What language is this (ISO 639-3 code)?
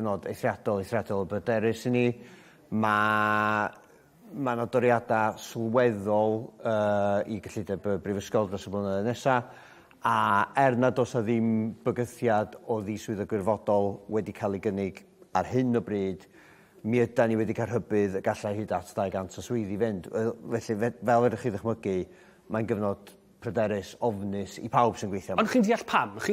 cym